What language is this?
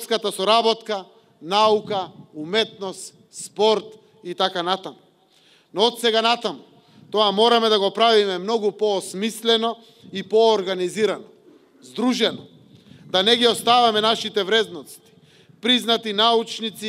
Macedonian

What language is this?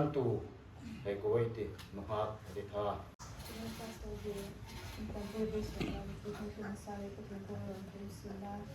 Hmar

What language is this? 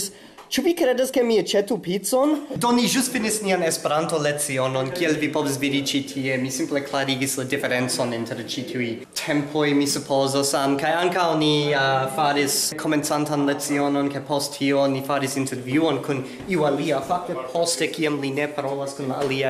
Esperanto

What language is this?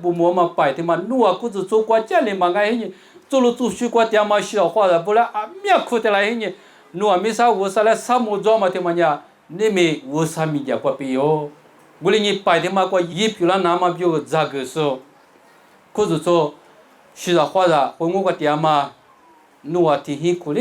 Lisu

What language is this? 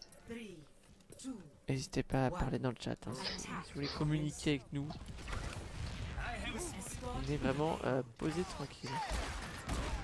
French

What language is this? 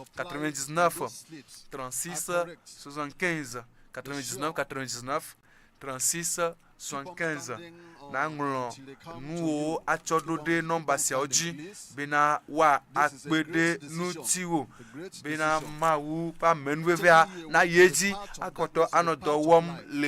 Ewe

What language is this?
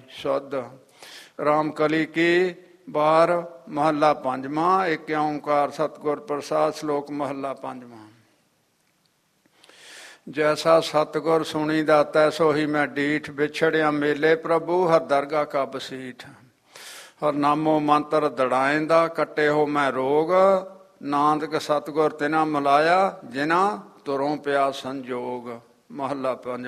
Punjabi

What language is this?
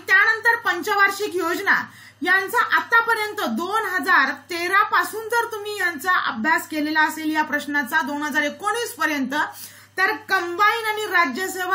Marathi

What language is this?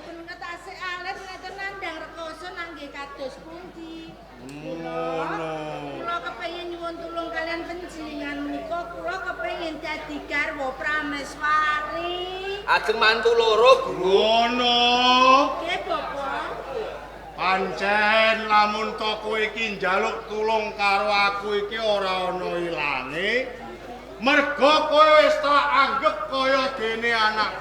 Javanese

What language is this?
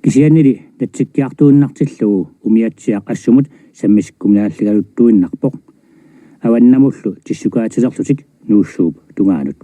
Kalaallisut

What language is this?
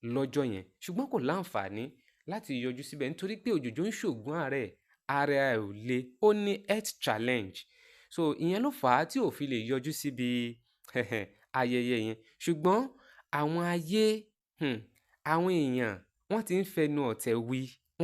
Yoruba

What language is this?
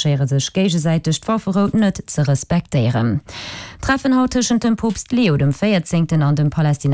Luxembourgish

